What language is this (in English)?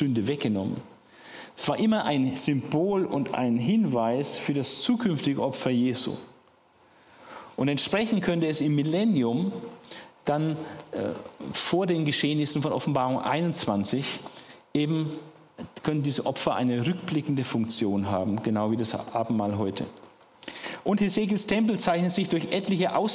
German